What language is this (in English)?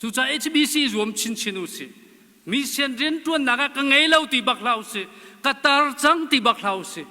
Hakha Chin